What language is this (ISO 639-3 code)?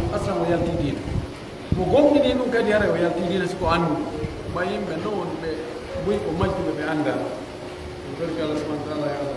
fuf